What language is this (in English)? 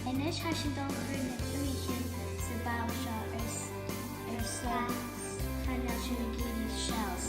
Scottish Gaelic